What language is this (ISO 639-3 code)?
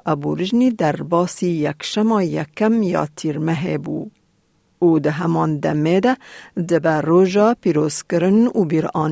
kur